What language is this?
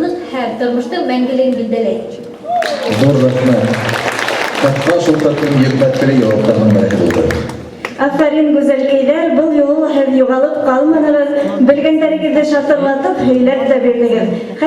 Bashkir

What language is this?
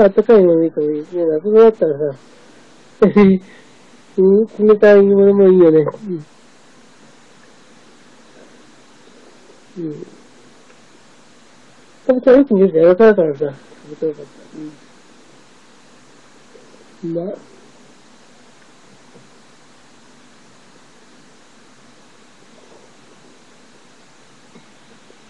Japanese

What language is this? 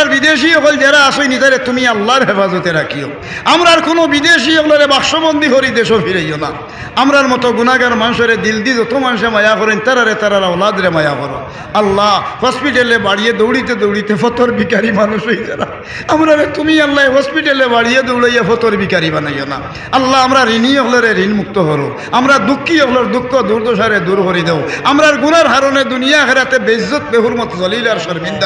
Sylheti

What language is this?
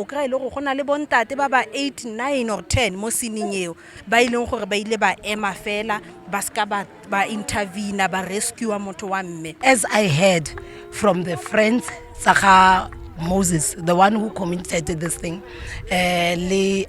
Tswana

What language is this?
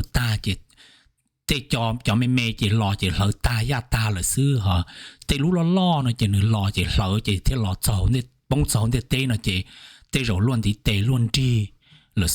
Hmong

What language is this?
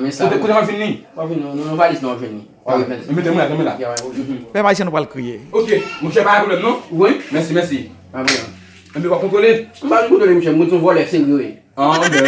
Haitian Creole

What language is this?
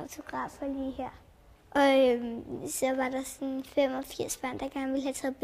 Danish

